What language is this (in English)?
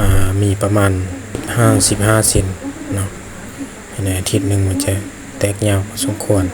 Lao